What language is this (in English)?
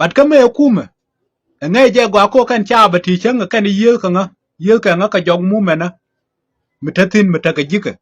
Nuer